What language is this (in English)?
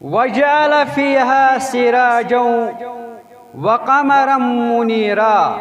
Kashmiri